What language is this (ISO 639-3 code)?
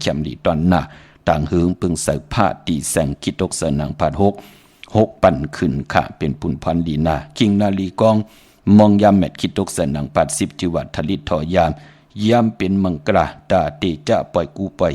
shn